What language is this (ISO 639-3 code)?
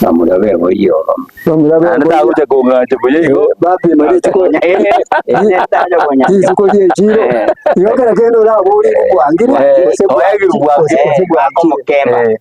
guz